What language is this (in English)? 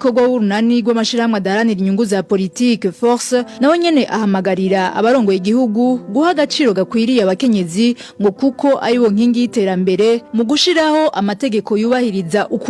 Rundi